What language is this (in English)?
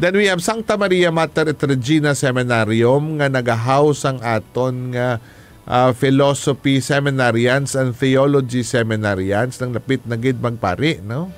Hiligaynon